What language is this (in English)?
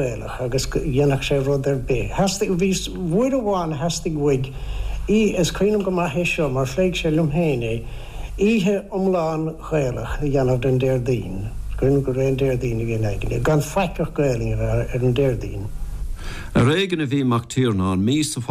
Irish